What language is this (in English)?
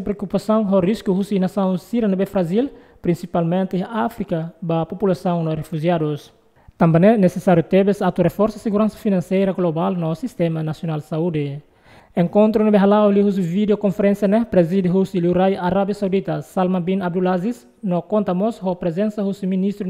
Tetum